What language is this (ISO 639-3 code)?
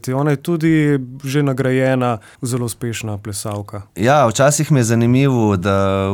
slv